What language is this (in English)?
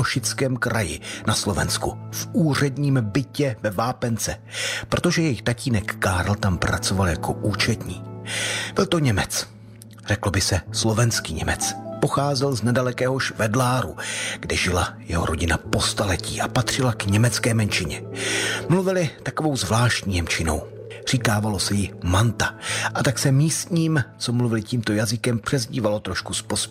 Czech